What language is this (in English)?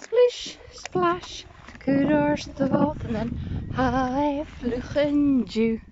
Scottish Gaelic